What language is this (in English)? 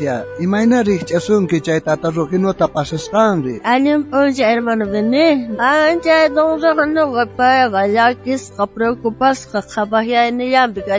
South Bolivian Quechua